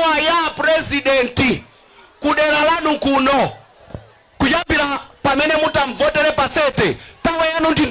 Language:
Nyanja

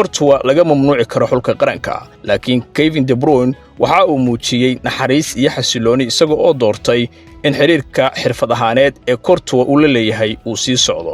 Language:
Somali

